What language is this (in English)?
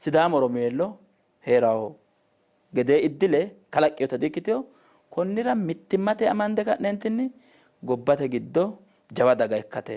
Sidamo